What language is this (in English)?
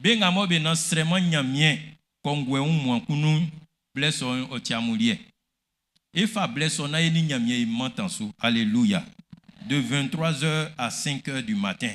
Baoulé